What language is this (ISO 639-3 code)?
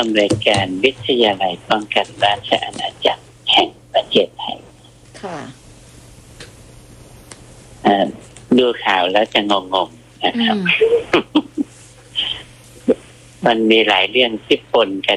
tha